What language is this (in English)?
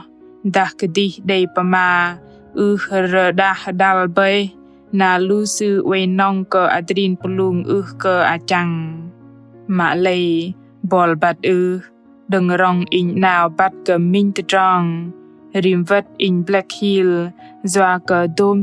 Bahnar